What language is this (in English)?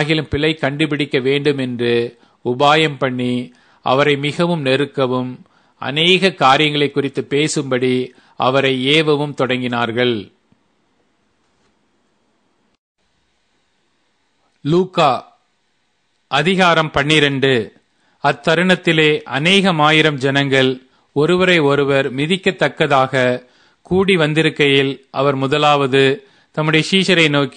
Tamil